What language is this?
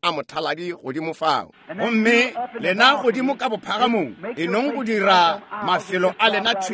Northern Sotho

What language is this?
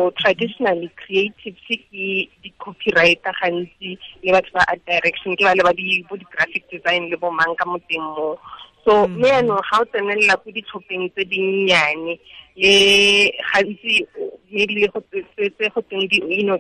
Tswana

